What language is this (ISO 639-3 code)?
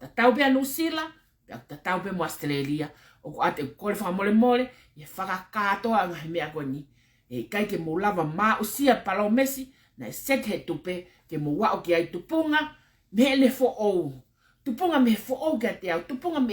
ton